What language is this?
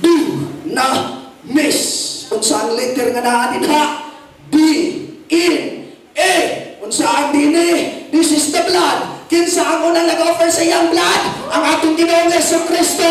Cebuano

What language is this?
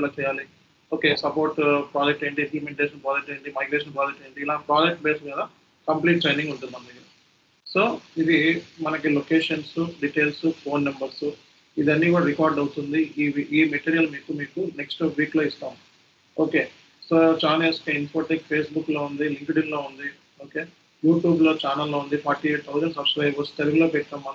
Telugu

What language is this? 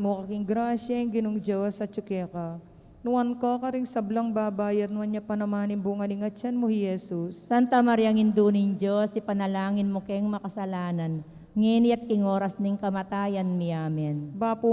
Pampanga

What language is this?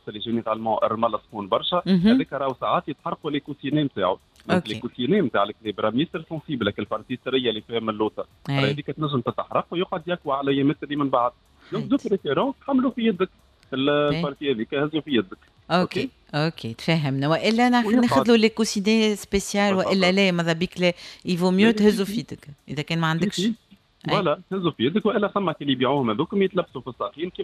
Tunisian Arabic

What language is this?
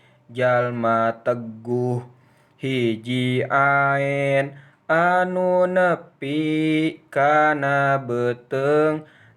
Sundanese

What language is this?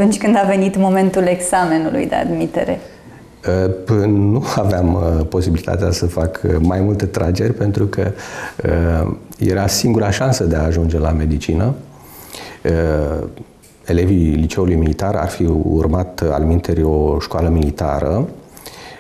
Romanian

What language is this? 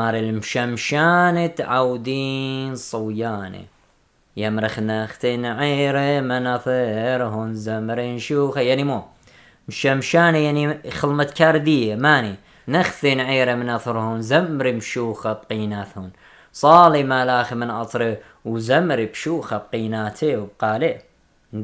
Assyrian Neo-Aramaic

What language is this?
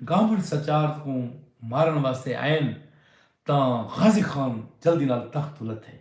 Saraiki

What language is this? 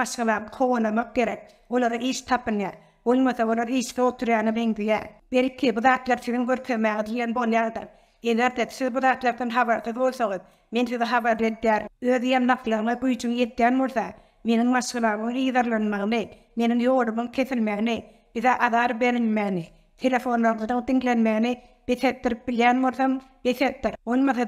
Turkmen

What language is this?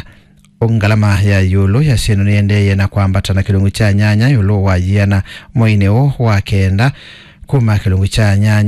Kamba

